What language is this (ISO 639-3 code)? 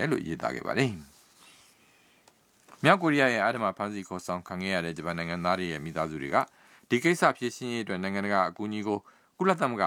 mya